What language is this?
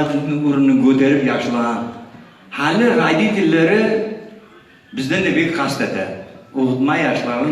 Kumyk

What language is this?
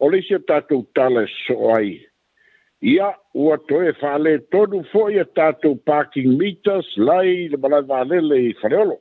Samoan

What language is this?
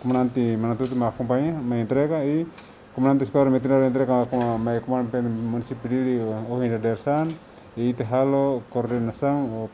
Tetum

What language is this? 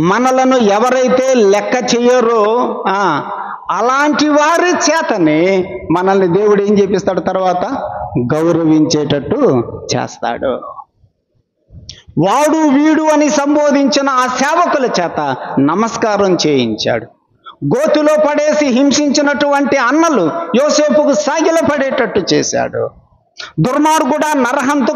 Telugu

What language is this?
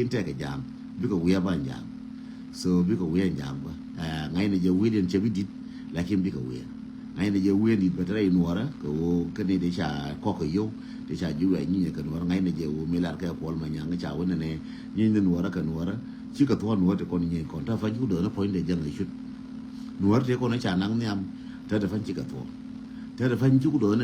Nuer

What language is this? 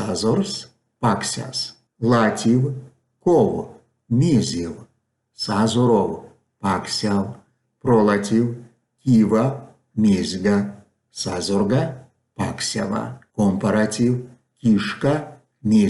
Erzya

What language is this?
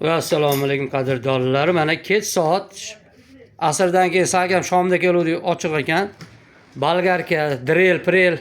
Uzbek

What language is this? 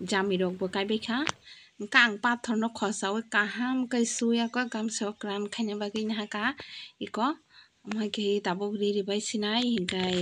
Kok Borok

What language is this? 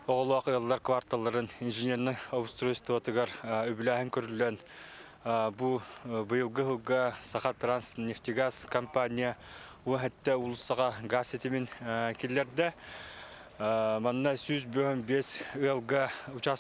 Yakut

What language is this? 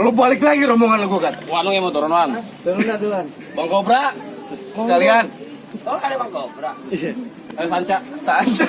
Betawi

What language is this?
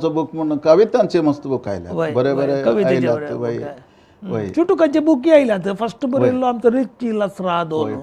Konkani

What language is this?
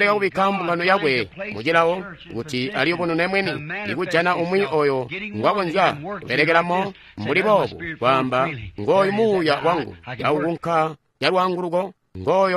Tonga (Zambia)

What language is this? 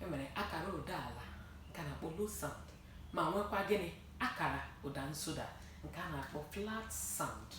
Igbo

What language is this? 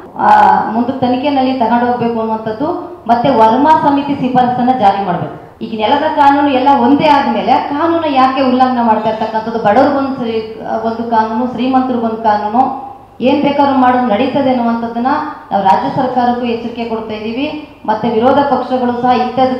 Kannada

